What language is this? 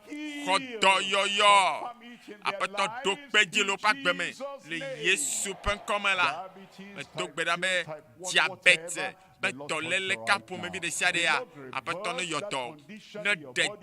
Ewe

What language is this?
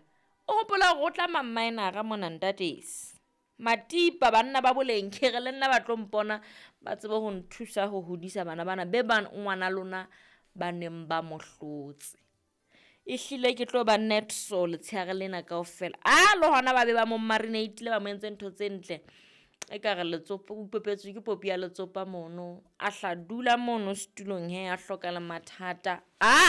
Southern Sotho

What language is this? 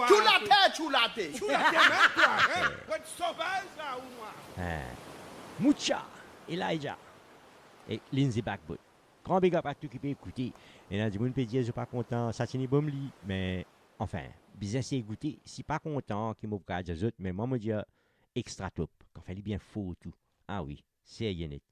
Morisyen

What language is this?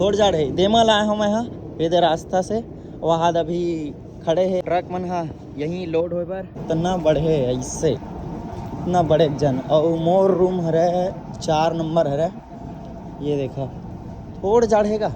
Chhattisgarhi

